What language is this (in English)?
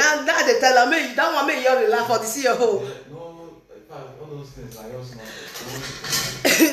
Nigerian Pidgin